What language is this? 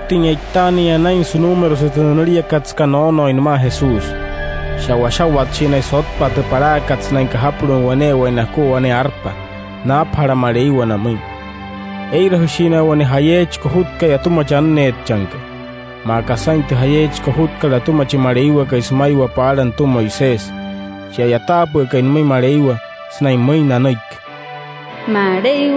Wayuu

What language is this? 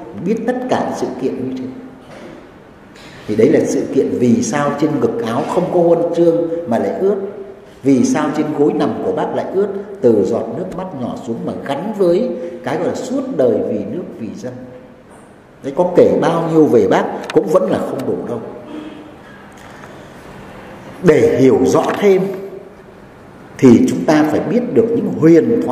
Vietnamese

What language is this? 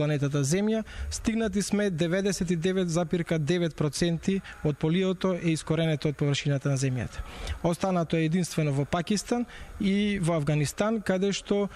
Macedonian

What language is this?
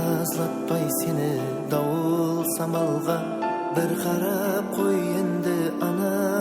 Kara-Kalpak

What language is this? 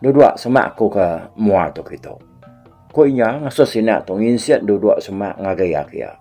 Iban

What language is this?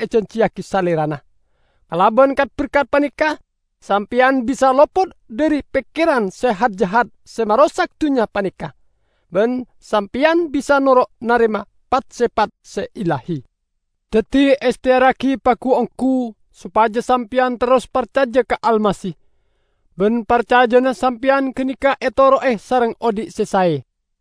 Madurese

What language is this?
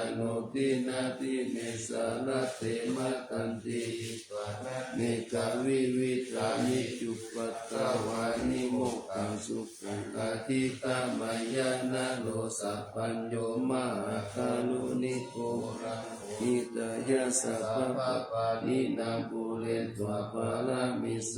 Pali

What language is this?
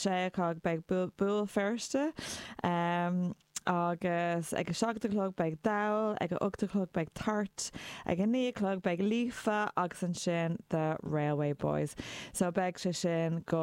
Irish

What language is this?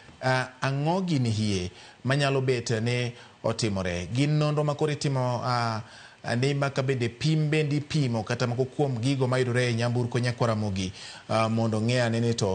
Luo (Kenya and Tanzania)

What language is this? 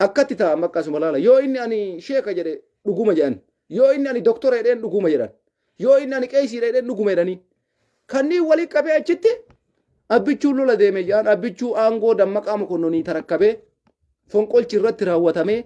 Oromo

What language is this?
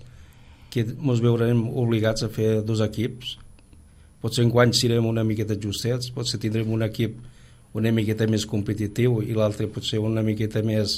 Catalan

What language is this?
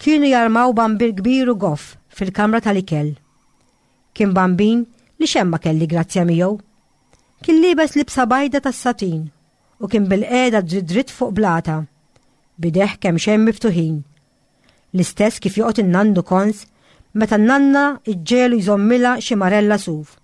Maltese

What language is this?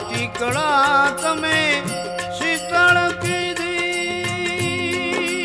Gujarati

